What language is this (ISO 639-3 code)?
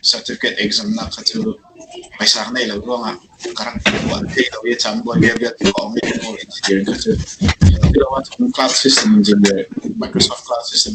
cfm